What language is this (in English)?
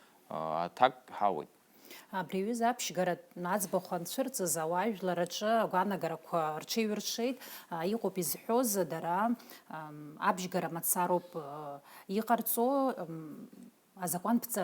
Abkhazian